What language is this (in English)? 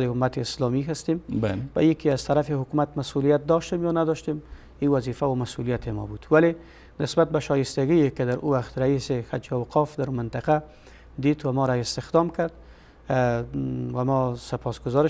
Persian